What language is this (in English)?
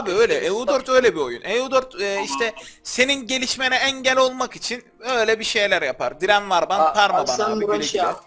Turkish